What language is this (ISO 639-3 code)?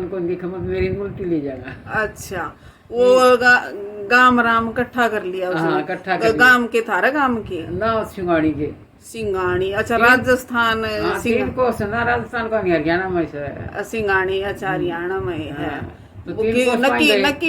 bgc